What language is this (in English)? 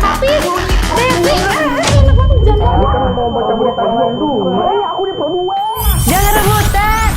Manado Malay